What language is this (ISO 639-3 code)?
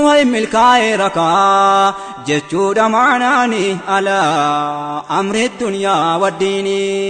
orm